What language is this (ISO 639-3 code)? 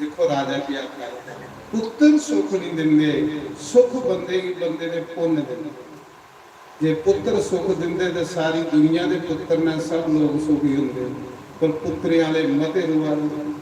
doi